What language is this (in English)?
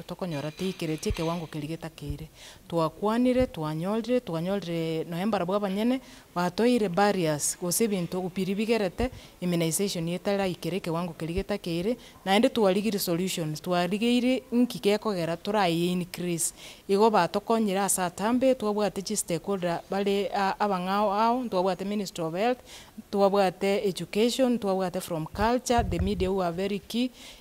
Gusii